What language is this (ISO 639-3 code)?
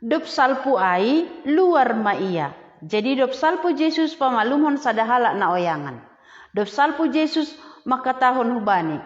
bts